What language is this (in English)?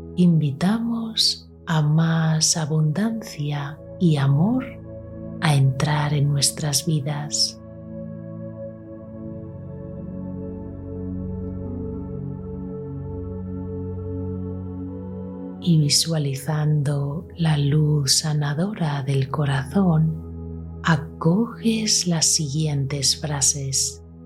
Spanish